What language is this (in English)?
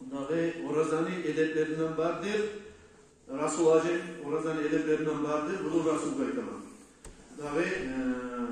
Kumyk